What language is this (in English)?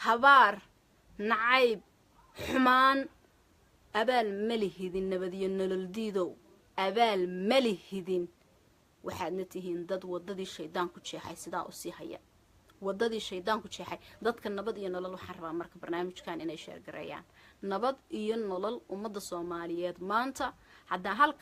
Somali